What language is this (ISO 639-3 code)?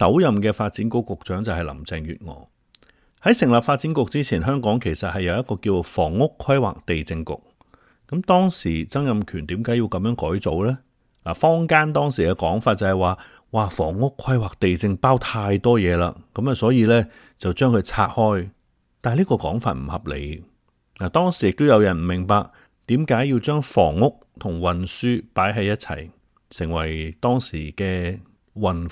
yue